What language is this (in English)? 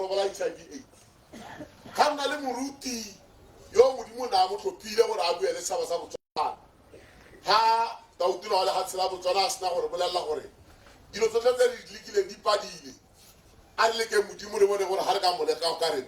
Tswana